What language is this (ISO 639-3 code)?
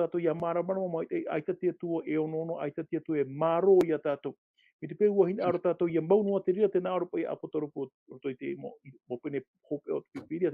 tah